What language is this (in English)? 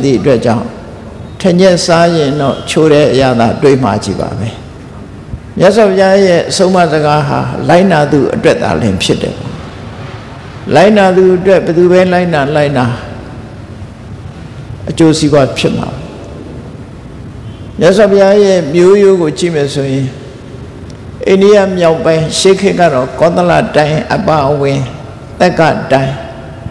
Burmese